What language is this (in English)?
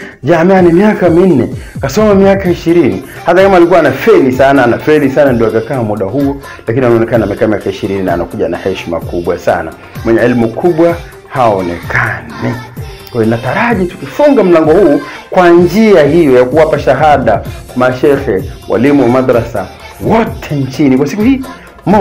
Swahili